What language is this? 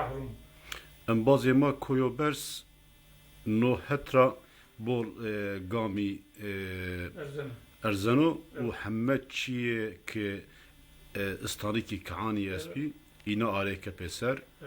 Zaza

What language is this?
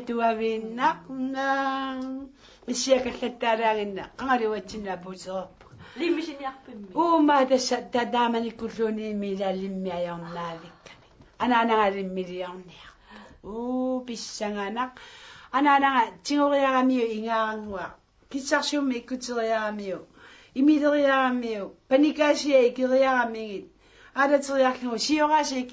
Kalaallisut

